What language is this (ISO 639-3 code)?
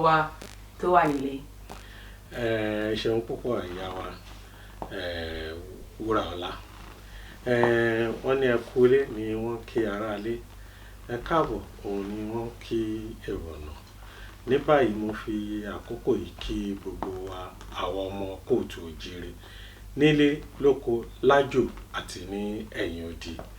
yor